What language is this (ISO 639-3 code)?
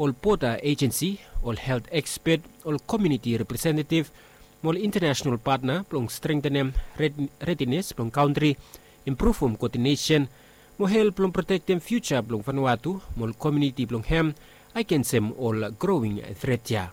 bis